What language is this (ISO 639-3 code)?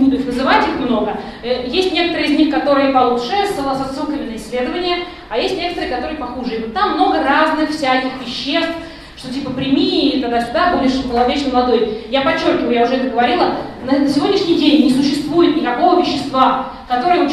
rus